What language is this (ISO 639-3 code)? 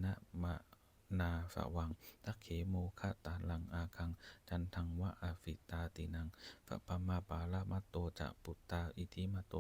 pli